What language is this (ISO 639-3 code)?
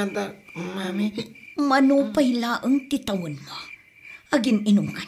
ilo